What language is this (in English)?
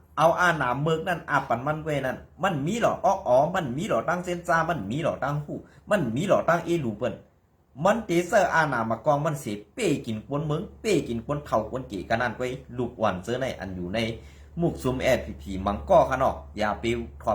Shan